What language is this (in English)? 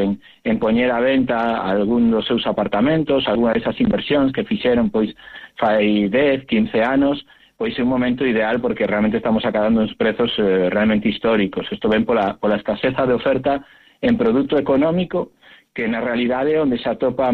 Galician